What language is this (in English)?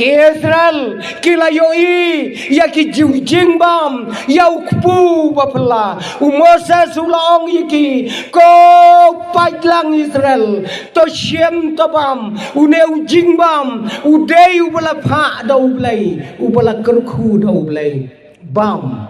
Khasi